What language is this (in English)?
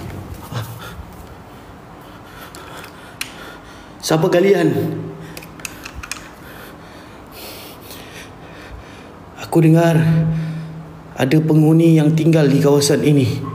Malay